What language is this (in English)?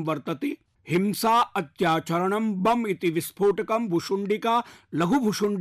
Sanskrit